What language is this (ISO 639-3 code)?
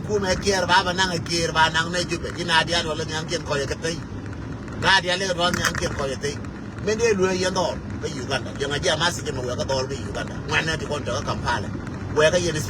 nus